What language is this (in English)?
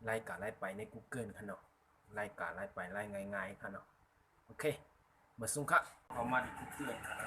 Shan